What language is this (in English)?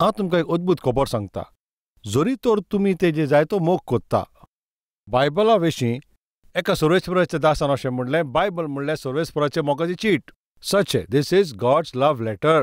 Konkani